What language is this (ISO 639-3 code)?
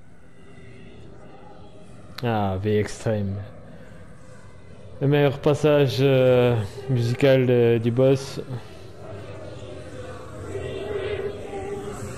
fra